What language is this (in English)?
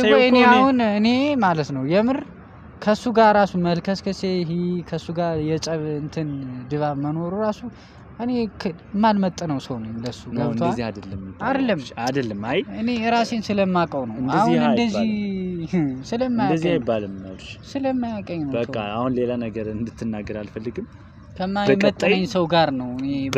Amharic